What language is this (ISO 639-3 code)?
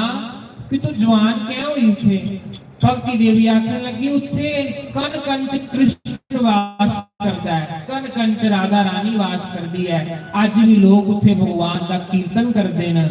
doi